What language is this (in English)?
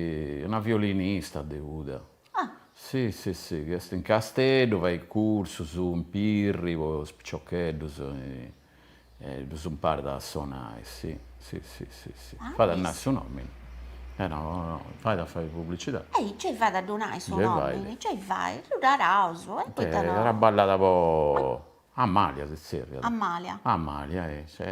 Sardinian